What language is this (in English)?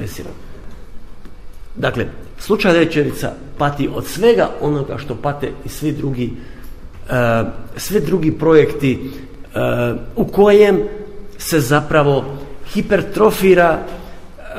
Croatian